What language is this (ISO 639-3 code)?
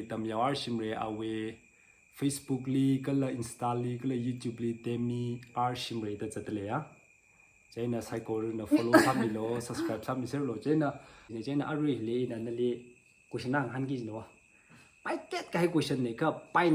nmf